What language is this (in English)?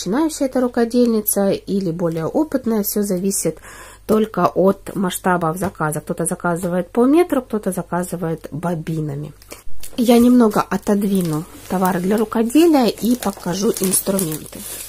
Russian